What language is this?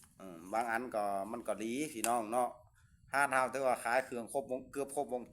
Lao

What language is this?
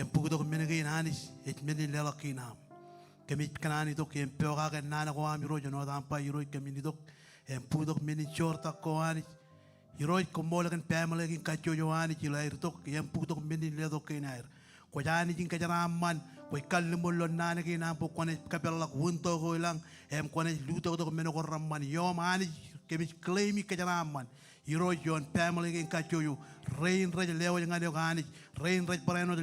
Marshallese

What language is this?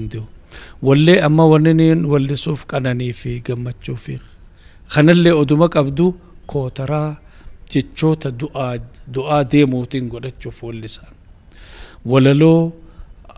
Oromo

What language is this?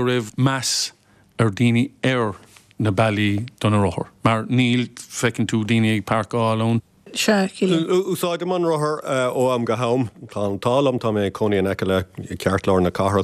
Irish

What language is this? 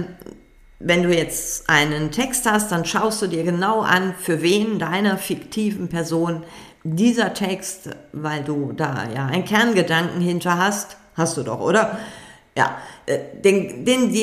German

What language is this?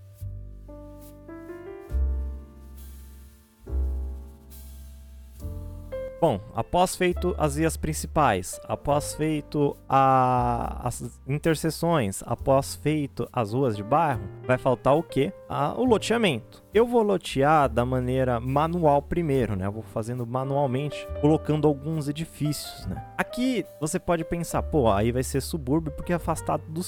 Portuguese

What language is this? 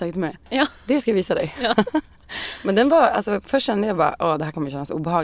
Swedish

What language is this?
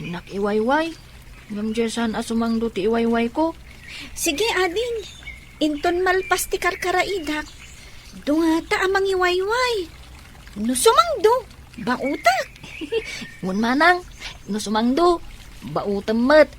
Iloko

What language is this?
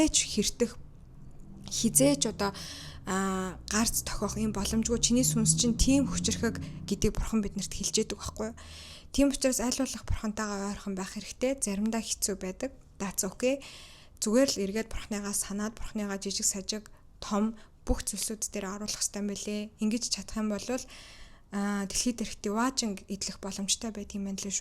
Mongolian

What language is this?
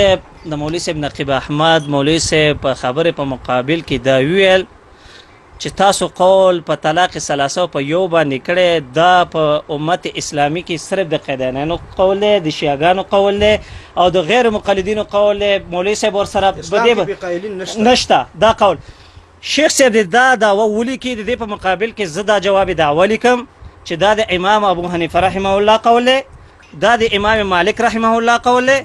Pashto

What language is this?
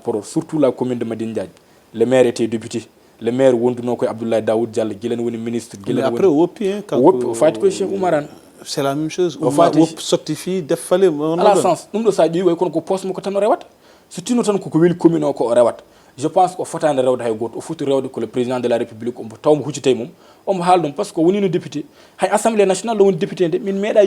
Fula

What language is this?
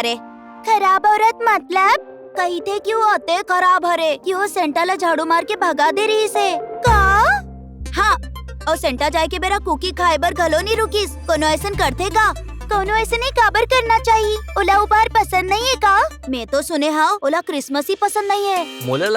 Chhattisgarhi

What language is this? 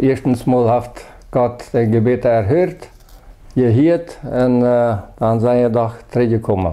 Plautdietsch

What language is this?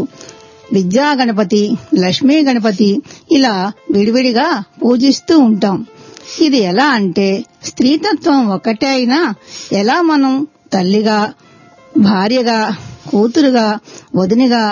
Telugu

